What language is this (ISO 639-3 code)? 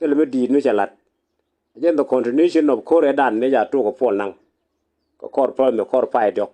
nus